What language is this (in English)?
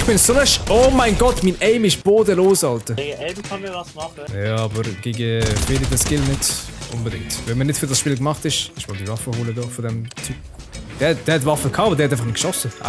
Swiss German